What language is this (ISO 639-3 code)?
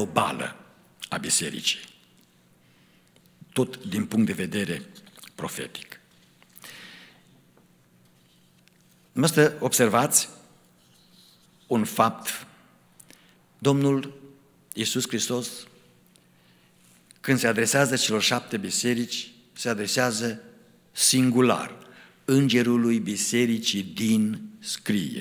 ron